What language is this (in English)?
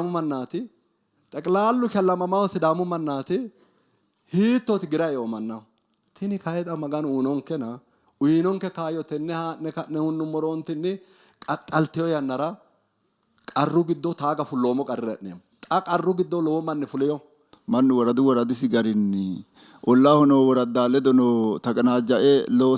Sidamo